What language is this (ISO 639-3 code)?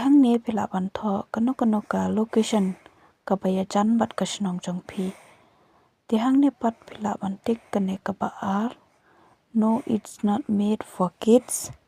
kha